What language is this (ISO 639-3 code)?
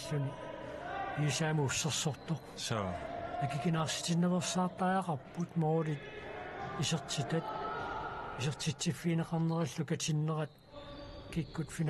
kal